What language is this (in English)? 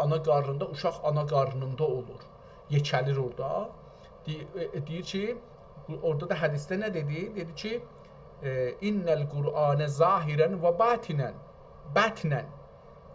South Azerbaijani